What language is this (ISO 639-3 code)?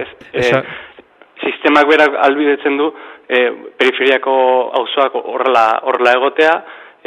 eus